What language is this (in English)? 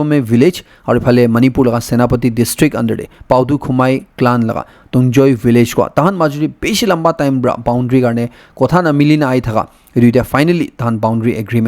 Naga Pidgin